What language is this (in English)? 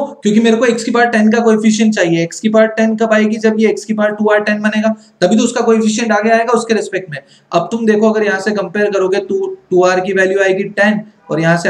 Hindi